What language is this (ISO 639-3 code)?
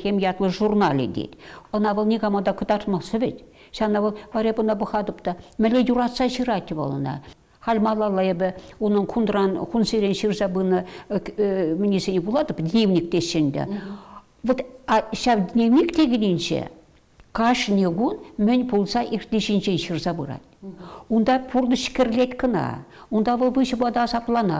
chv